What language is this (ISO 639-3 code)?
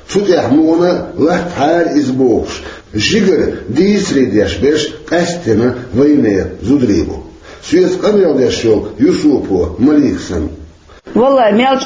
che